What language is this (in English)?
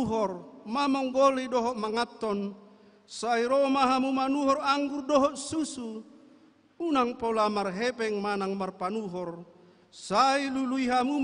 Batak Toba